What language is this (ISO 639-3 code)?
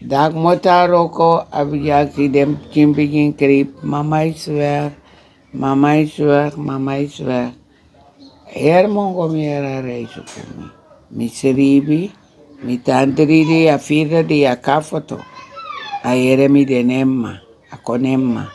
srn